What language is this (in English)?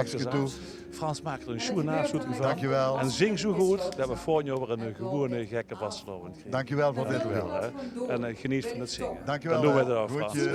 Limburgish